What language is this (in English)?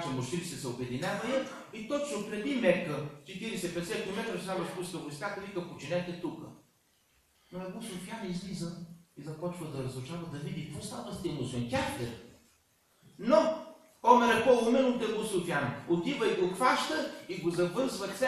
Bulgarian